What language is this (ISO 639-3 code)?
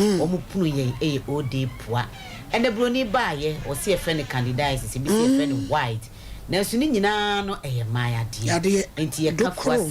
aka